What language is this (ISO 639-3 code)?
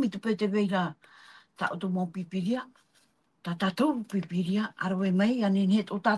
tah